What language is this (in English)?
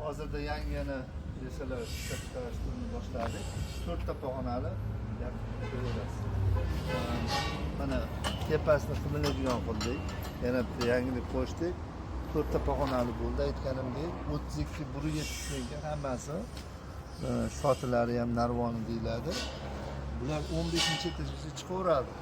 Uzbek